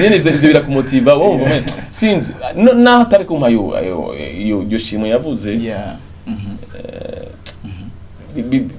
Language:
Rundi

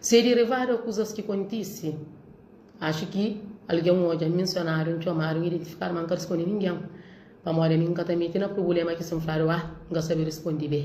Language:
Kabuverdianu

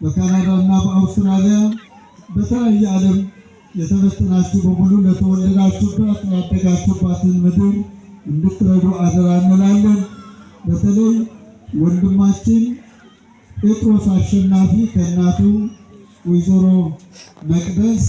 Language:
Amharic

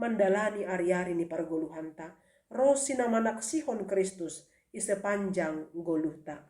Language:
Batak Simalungun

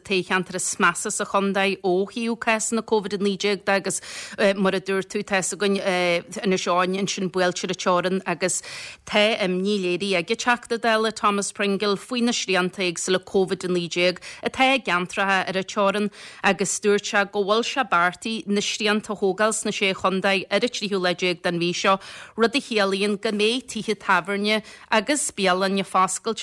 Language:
Irish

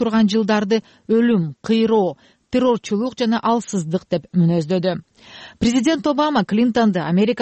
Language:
Kyrgyz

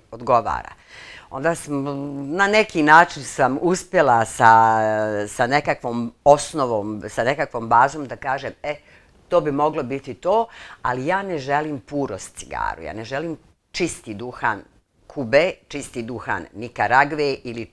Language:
Bosnian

